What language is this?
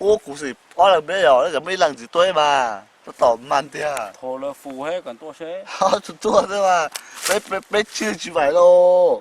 Hmong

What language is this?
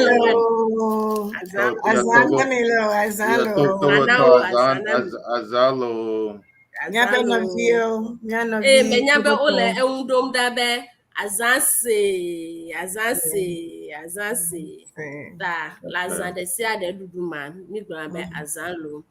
Ewe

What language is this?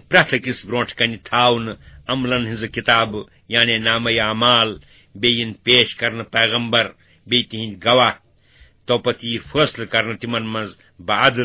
Kashmiri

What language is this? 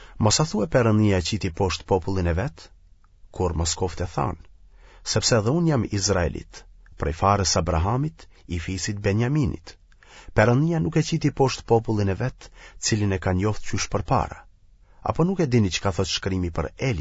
Albanian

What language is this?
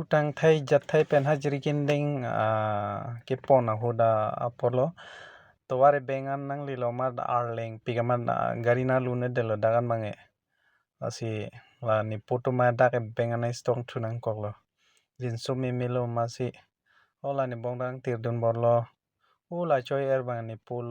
Karbi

